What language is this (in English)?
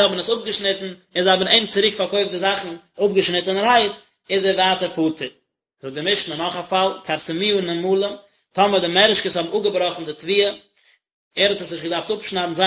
Yiddish